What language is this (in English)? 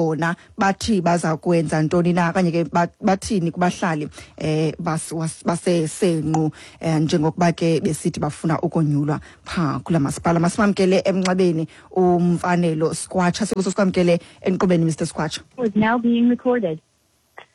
Xhosa